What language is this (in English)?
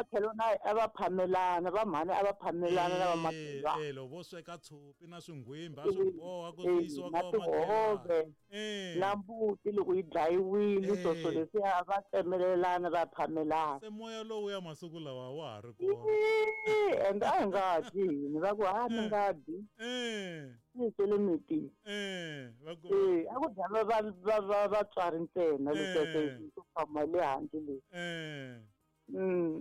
Tsonga